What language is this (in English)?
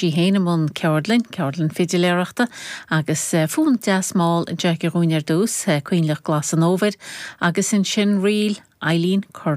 Irish